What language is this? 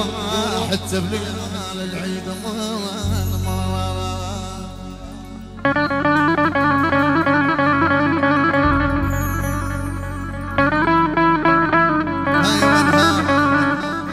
Arabic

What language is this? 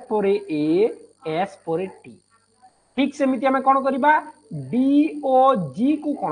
Odia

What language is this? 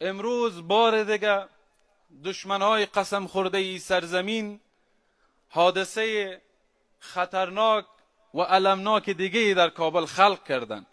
Persian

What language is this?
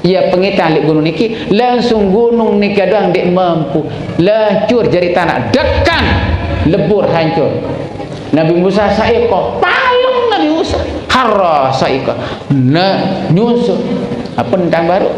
Sasak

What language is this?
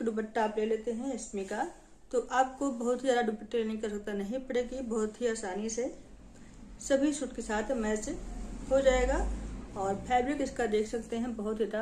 Hindi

